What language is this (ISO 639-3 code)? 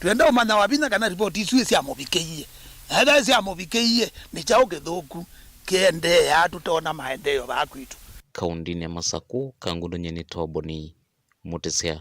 kam